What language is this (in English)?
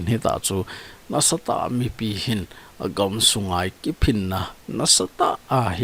Thado Chin